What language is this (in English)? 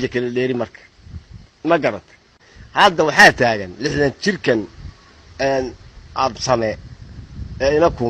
Somali